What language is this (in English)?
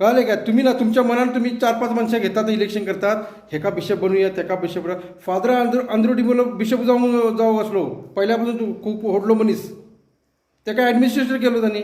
Konkani